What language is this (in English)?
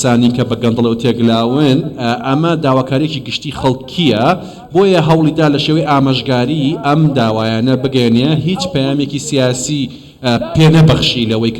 Central Kurdish